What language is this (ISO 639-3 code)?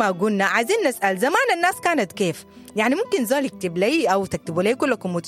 apd